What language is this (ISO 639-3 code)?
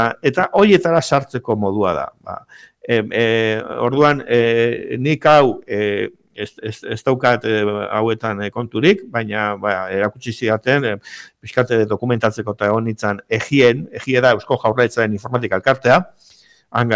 eus